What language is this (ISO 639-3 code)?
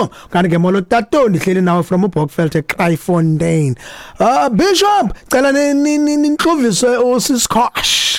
xho